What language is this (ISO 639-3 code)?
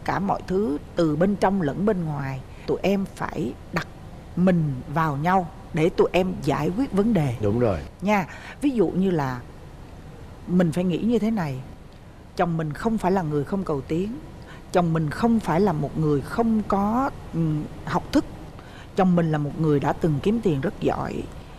vie